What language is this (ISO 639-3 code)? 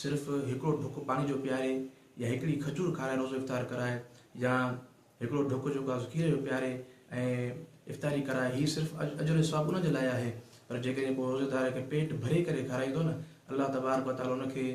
snd